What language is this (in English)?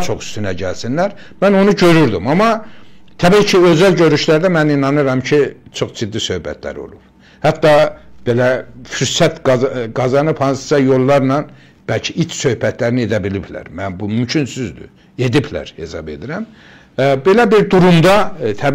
Azerbaijani